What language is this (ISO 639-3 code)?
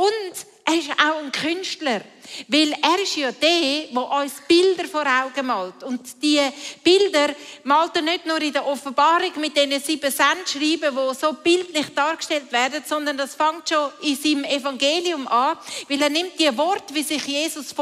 gsw